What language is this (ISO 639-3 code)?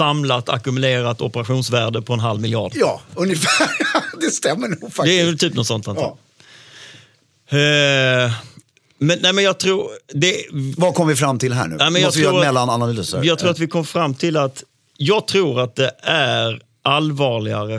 swe